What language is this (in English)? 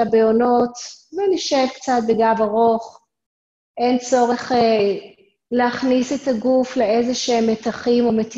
Hebrew